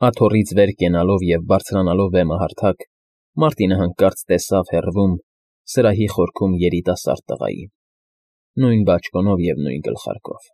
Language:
Armenian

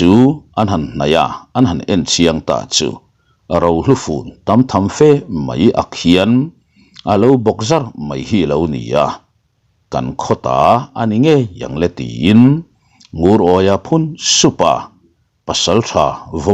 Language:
Mizo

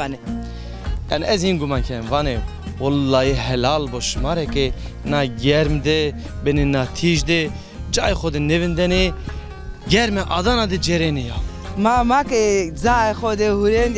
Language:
Zaza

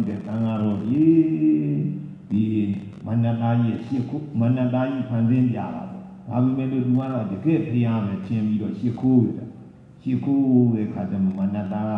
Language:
Burmese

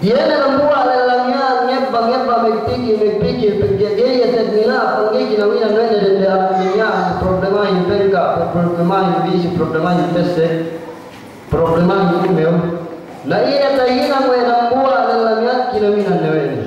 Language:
Yakan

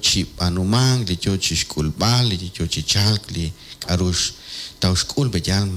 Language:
Kekchí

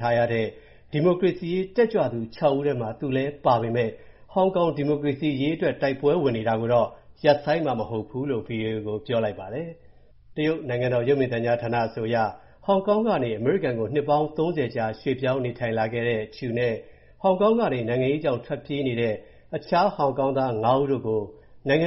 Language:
Burmese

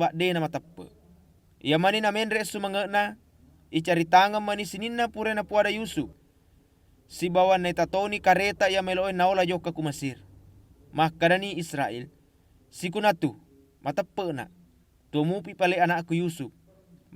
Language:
Buginese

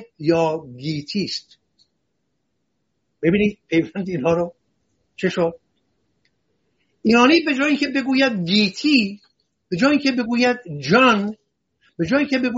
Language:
Persian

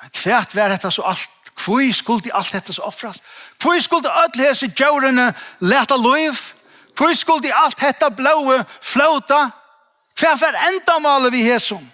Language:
Faroese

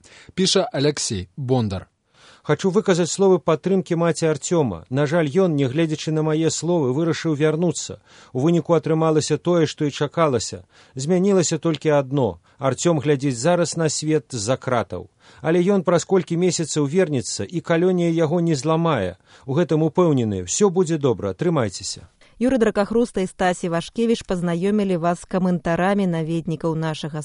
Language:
Belarusian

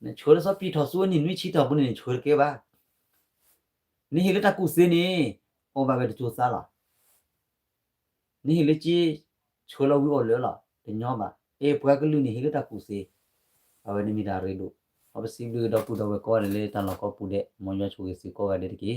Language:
S'gaw Karen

